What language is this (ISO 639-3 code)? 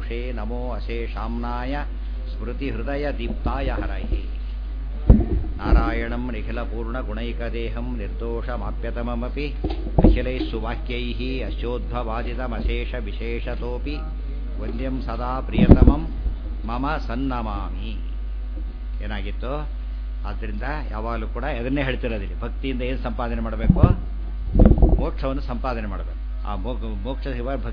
kan